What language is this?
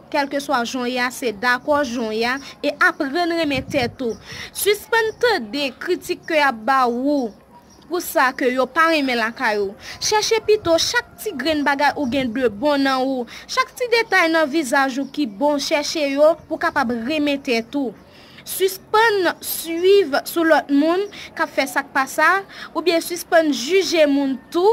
Haitian Creole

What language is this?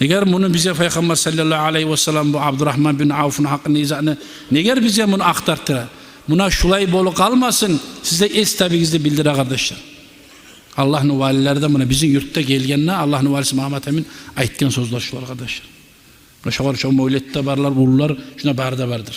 Kumyk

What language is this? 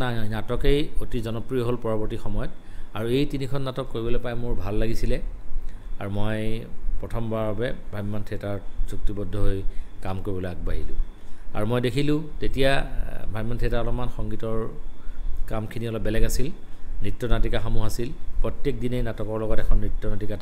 Assamese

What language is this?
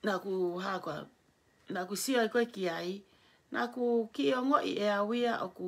Tongan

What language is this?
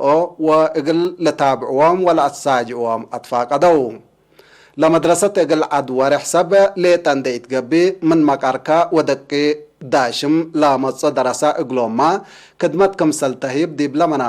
Tigre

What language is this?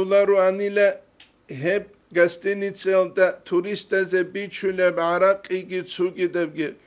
Avaric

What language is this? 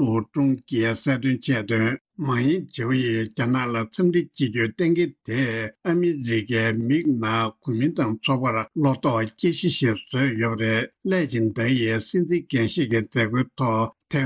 Tibetan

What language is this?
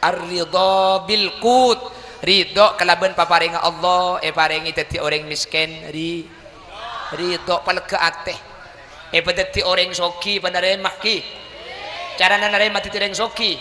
Madurese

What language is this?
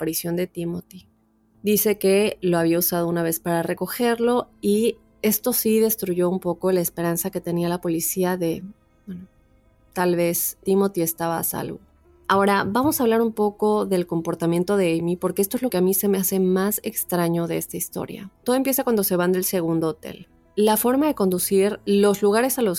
Spanish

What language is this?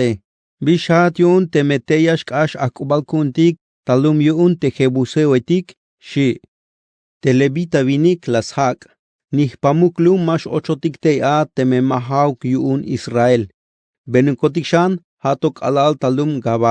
Tzeltal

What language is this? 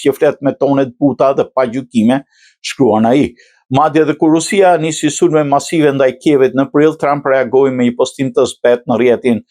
Albanian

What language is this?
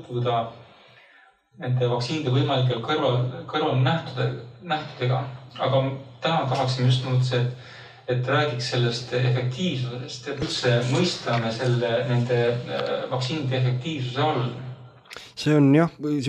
Estonian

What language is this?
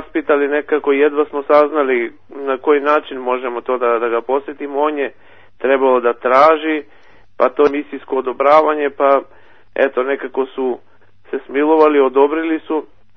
Serbian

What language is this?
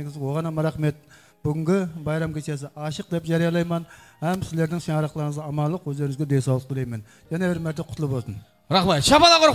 Kara-Kalpak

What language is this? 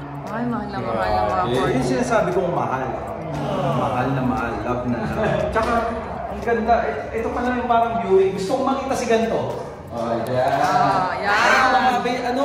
Filipino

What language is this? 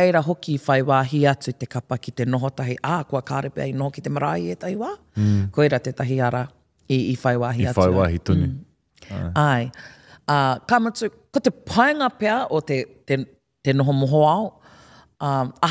Māori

